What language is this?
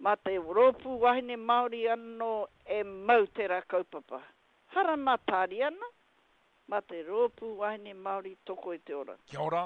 Māori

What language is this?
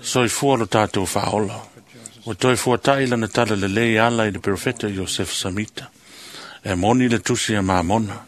Samoan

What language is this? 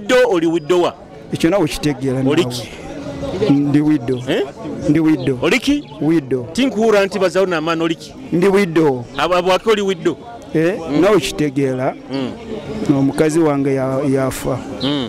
Nyoro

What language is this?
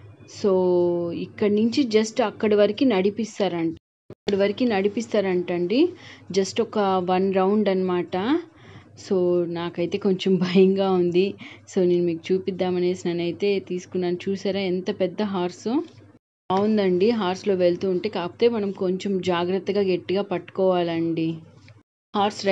Telugu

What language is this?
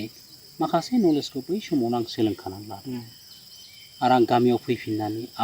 Bodo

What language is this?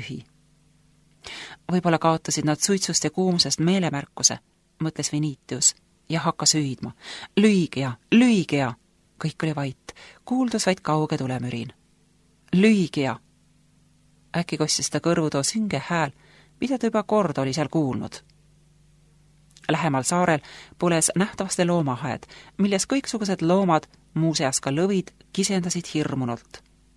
Estonian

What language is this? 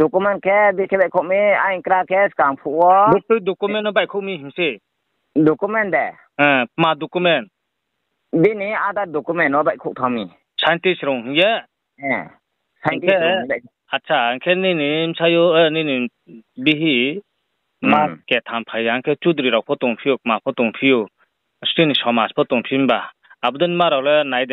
Riang (India)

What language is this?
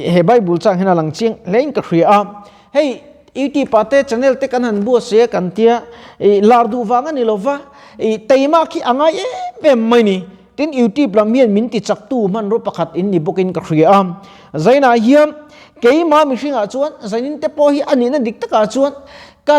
Mizo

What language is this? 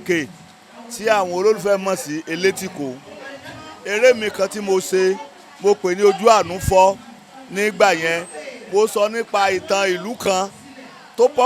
Yoruba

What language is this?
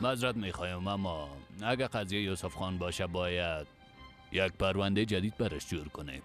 Persian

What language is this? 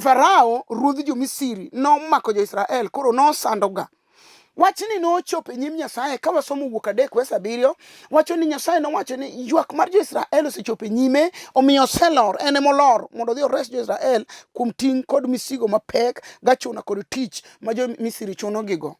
Luo (Kenya and Tanzania)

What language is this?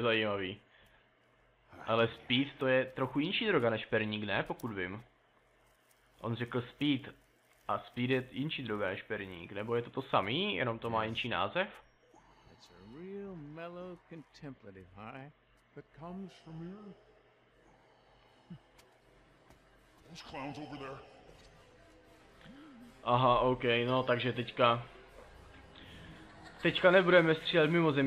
Czech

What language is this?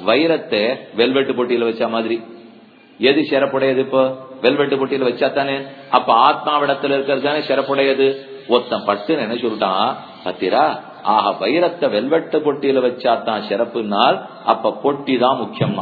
Tamil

